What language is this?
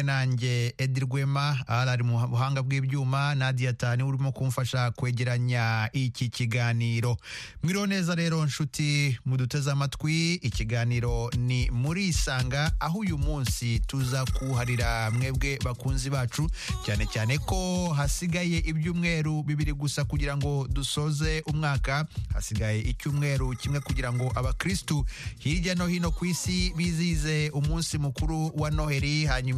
Kinyarwanda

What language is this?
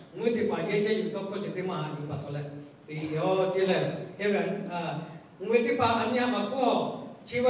Lahu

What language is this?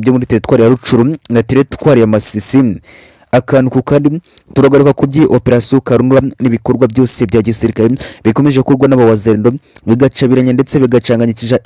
Kinyarwanda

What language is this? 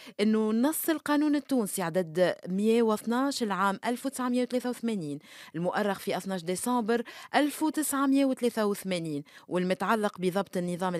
Tunisian Arabic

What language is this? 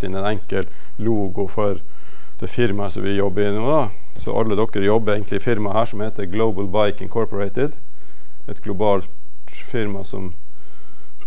Norwegian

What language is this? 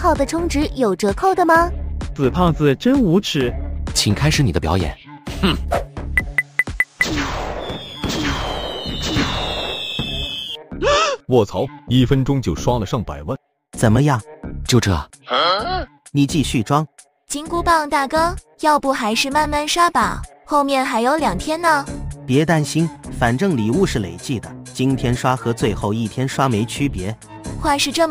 Chinese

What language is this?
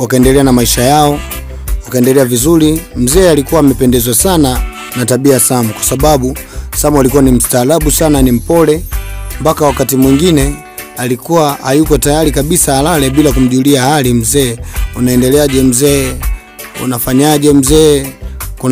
Swahili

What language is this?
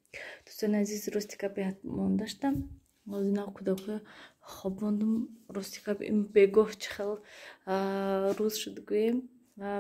Tajik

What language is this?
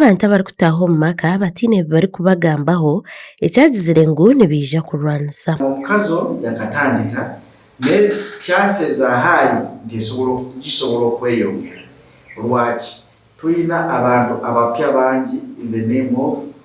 Nyankole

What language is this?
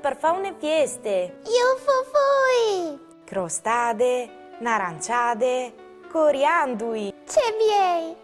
Friulian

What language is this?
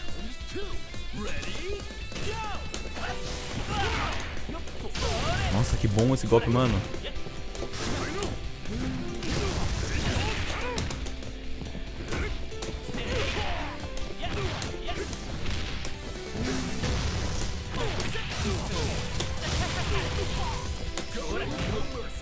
Portuguese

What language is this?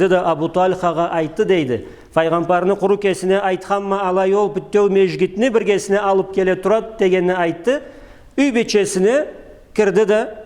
Karachay-Balkar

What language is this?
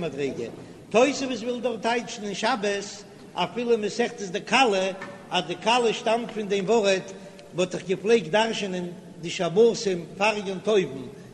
Yiddish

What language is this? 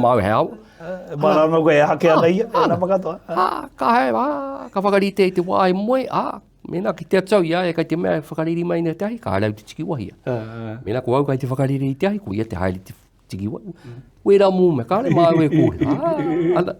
Māori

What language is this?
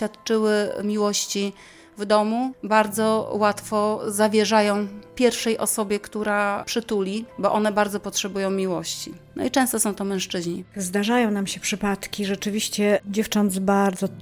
Polish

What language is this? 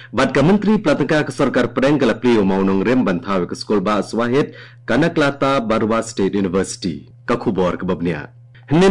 Khasi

